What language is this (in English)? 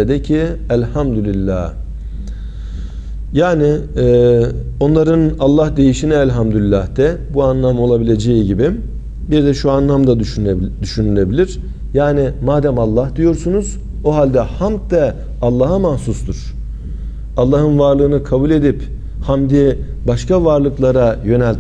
Turkish